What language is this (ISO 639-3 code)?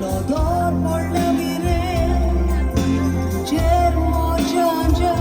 kok